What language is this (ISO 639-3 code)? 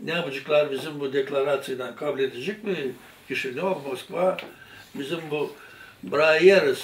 gag